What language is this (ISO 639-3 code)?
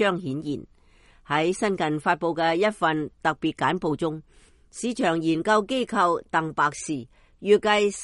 yue